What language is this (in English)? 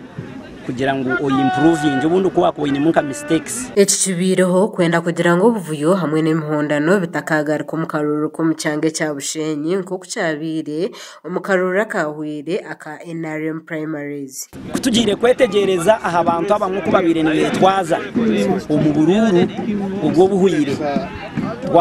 Nyankole